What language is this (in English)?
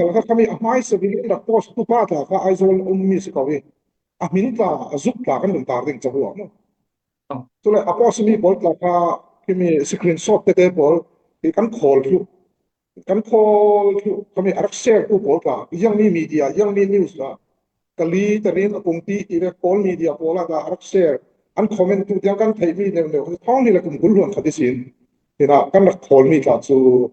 Falam Chin